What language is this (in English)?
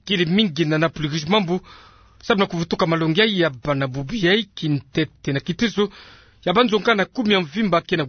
Kituba (Democratic Republic of Congo)